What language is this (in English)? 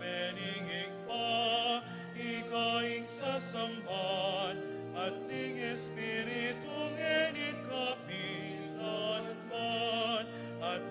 Pampanga